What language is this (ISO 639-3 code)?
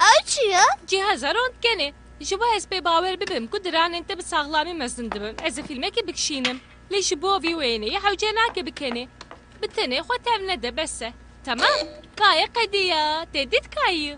kur